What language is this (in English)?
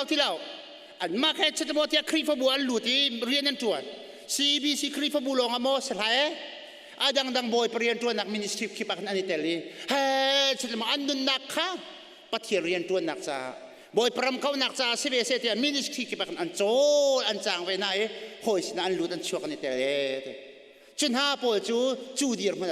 Hakha Chin